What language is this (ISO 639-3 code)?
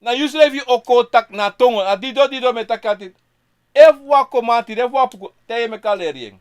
srn